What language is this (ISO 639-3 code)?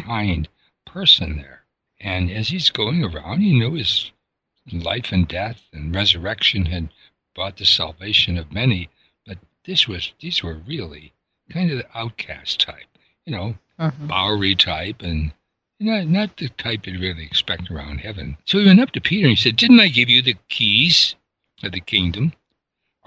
eng